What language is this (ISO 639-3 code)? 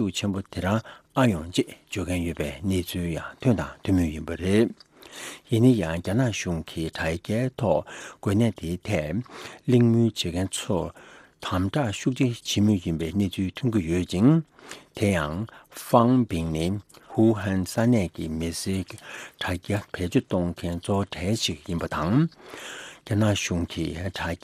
bod